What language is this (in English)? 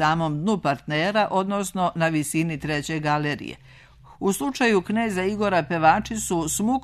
Serbian